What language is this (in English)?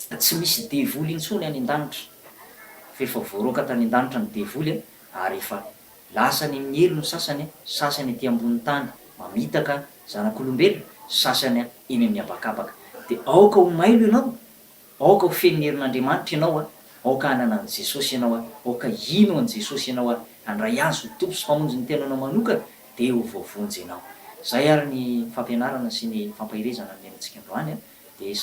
Malagasy